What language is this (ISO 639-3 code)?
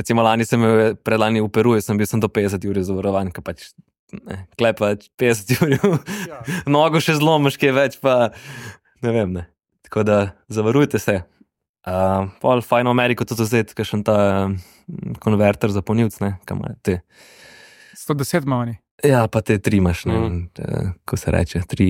slv